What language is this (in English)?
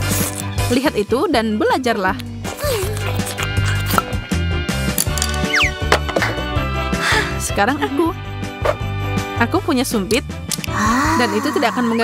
Indonesian